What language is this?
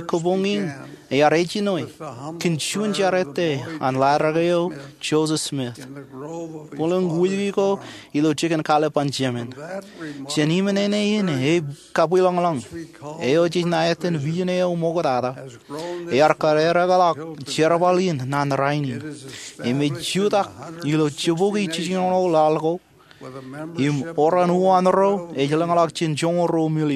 Marshallese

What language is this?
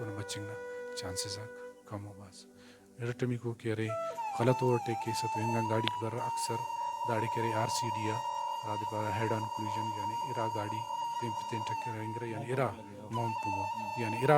Brahui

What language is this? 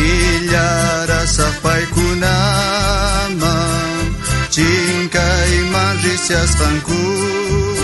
South Bolivian Quechua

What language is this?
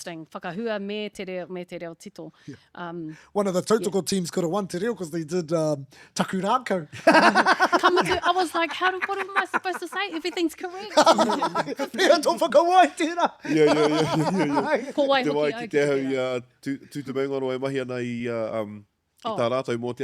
Māori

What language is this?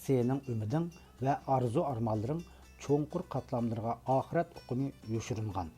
Uyghur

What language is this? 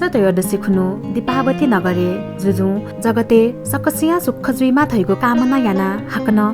Newari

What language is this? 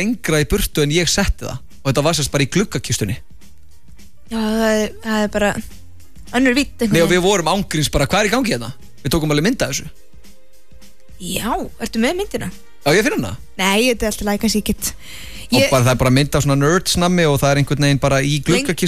Icelandic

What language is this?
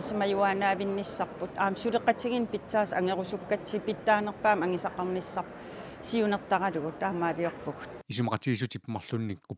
Kalaallisut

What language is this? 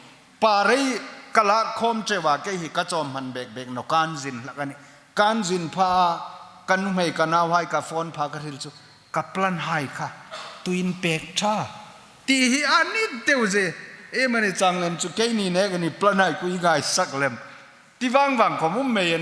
Hmar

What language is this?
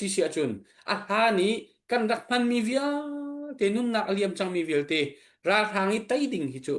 Hakha Chin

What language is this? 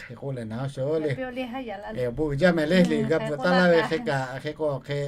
Lahu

